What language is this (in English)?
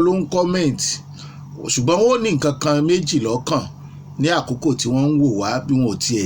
Yoruba